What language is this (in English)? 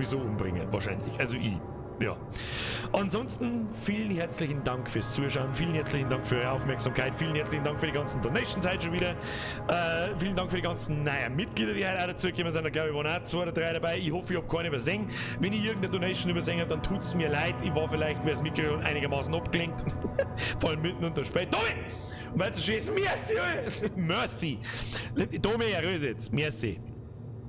Bavarian